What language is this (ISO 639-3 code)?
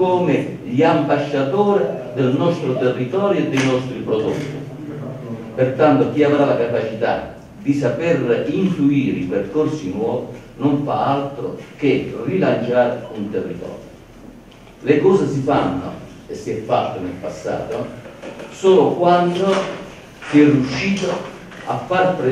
ita